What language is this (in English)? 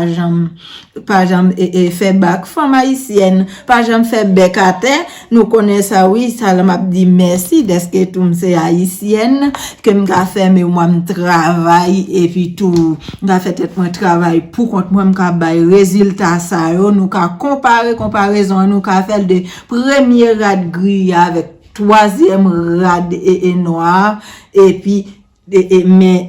Haitian Creole